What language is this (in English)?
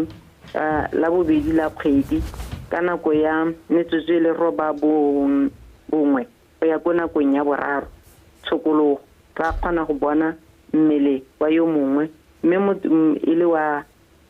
Tswana